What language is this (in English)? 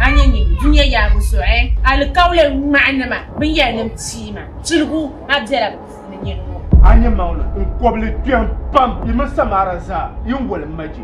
Dagbani